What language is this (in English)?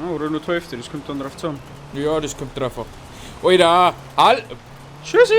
Bavarian